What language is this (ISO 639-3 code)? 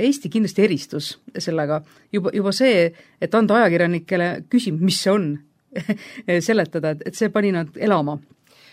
est